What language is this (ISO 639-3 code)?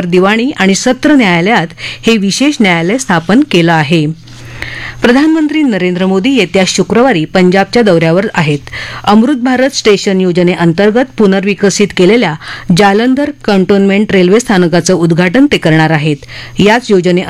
mar